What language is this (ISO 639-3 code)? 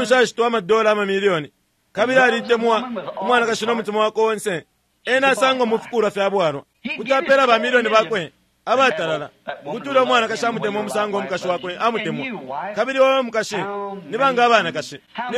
bem